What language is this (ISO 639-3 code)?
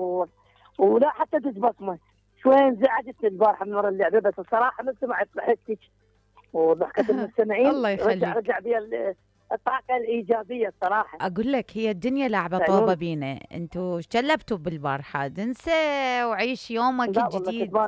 acm